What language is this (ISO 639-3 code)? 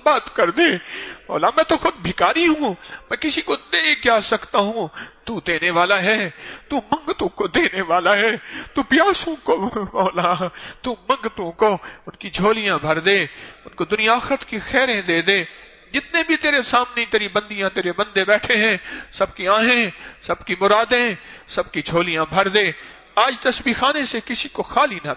urd